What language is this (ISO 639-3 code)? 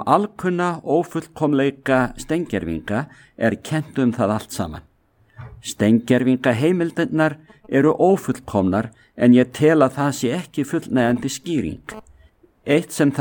isl